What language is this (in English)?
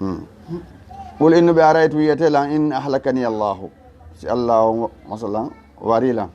Fula